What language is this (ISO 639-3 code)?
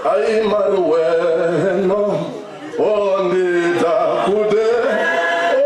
ven